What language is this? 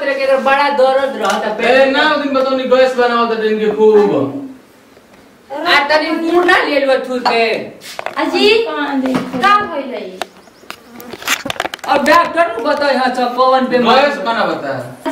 Bhojpuri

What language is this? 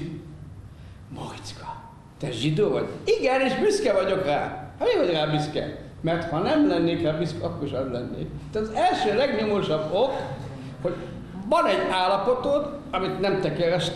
Hungarian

